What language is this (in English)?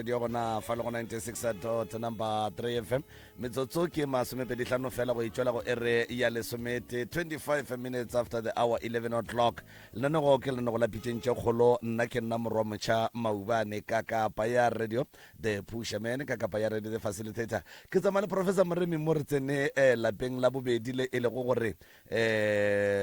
Northern Sotho